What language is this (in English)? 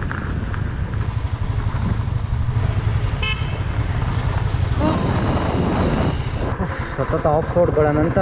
Kannada